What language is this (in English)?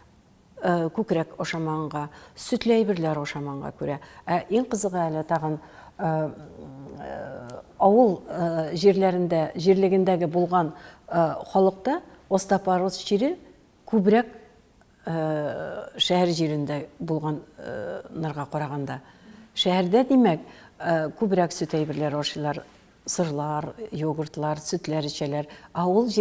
Tatar